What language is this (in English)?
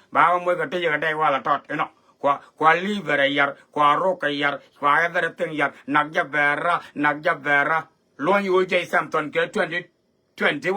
Nuer